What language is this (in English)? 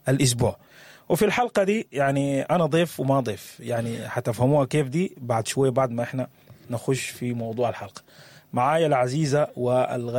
Sudanese Arabic